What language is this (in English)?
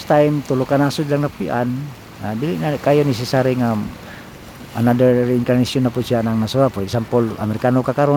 Cebuano